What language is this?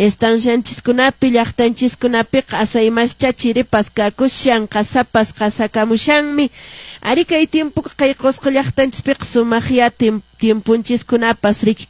Quechua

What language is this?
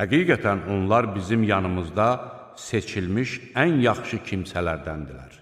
Azerbaijani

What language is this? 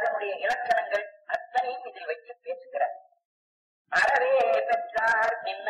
Tamil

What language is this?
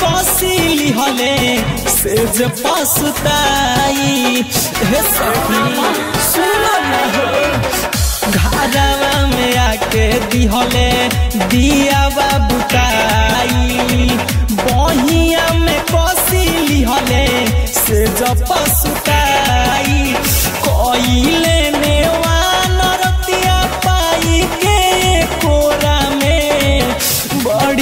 Bhojpuri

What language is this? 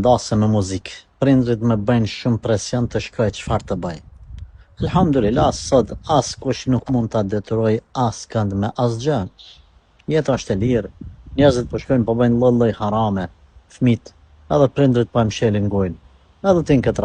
Albanian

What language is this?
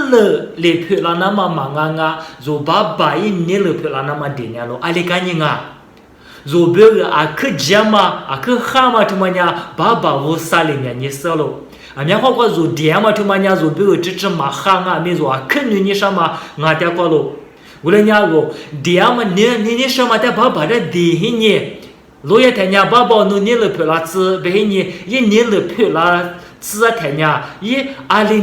Lisu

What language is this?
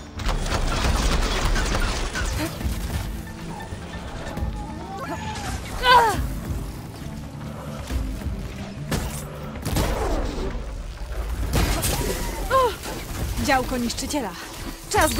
Polish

